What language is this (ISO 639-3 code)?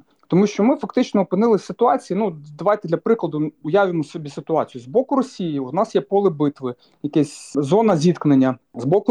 ukr